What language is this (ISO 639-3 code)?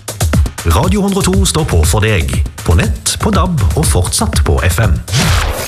nor